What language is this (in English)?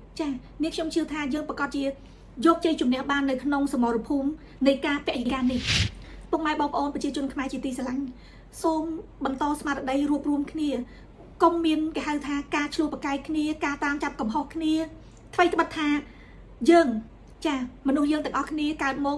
Khmer